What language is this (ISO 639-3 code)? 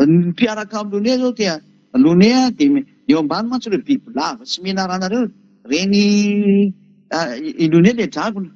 mlg